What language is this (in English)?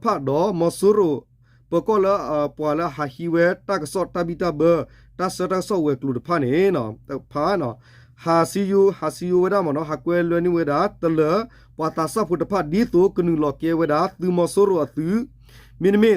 S'gaw Karen